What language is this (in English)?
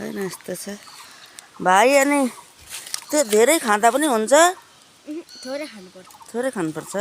Nepali